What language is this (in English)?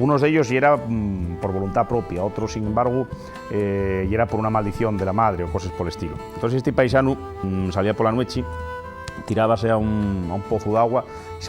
Asturian